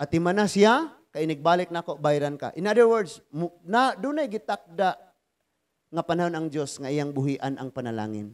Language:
Cebuano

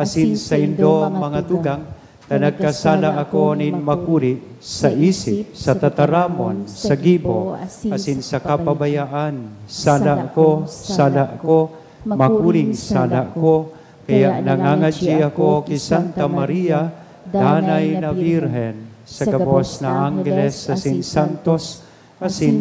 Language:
Bikol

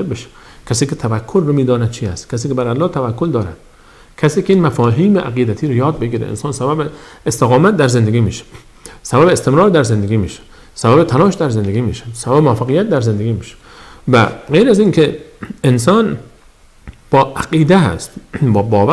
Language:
Persian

